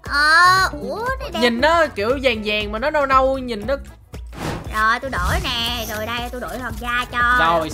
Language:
Vietnamese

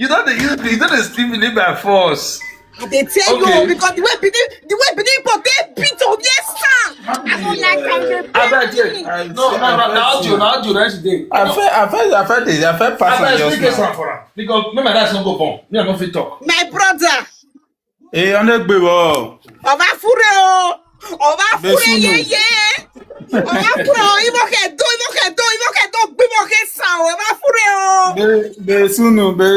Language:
Nigerian Pidgin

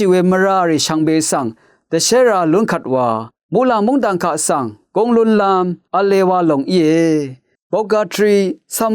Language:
Rawang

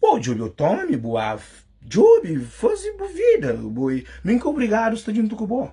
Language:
Kabuverdianu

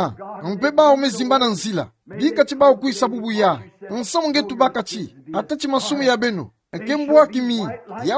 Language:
Kituba (Democratic Republic of Congo)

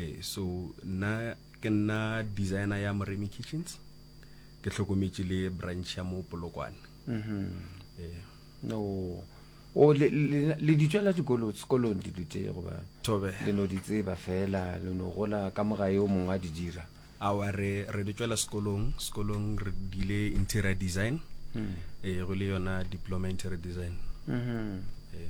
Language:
Northern Sotho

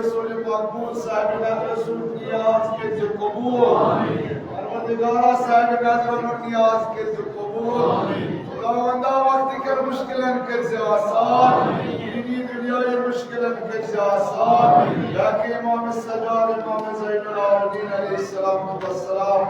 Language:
Kashmiri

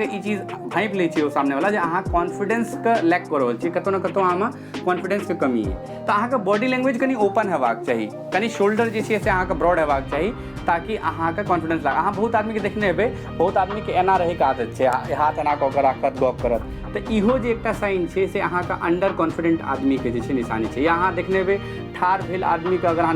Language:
Maithili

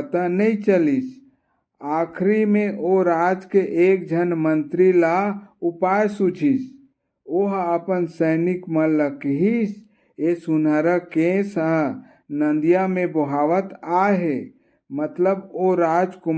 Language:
Chhattisgarhi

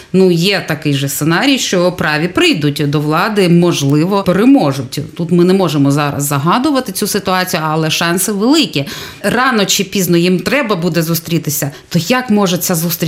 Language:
Ukrainian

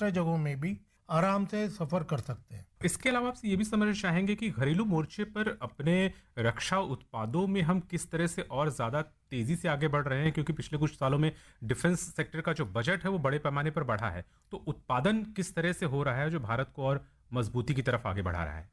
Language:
Hindi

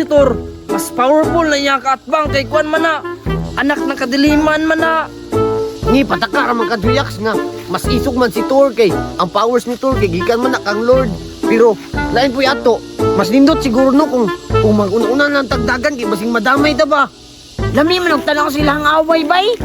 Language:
Cebuano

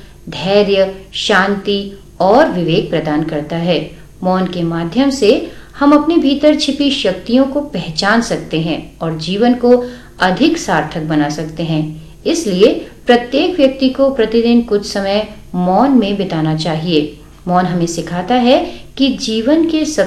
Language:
Hindi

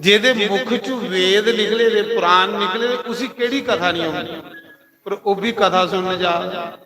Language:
Dogri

